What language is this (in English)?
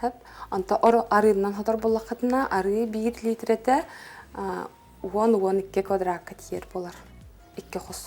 Yakut